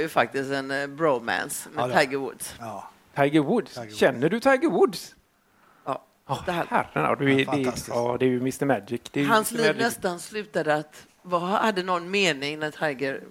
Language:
Swedish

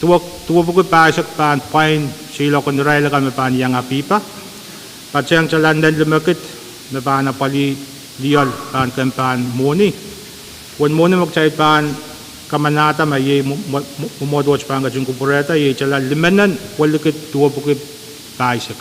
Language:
Pohnpeian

